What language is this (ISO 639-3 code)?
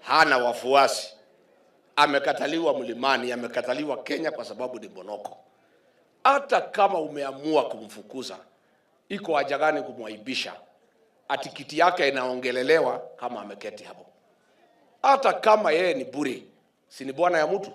swa